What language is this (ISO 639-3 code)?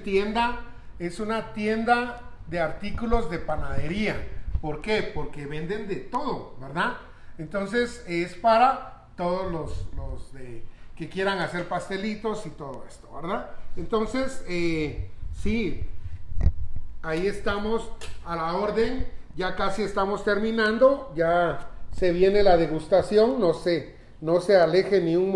spa